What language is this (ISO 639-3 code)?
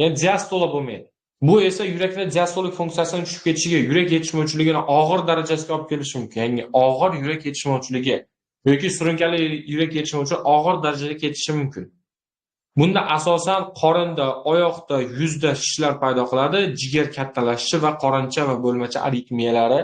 uzb